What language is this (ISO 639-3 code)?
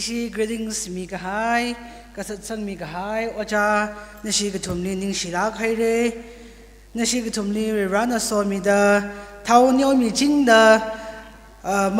nmf